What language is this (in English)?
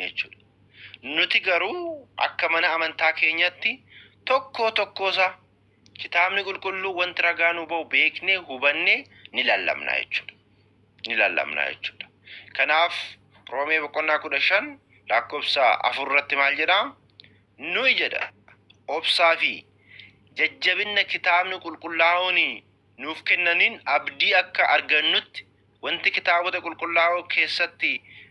Oromo